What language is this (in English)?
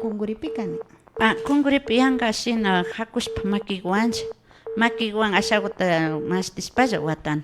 Imbabura Highland Quichua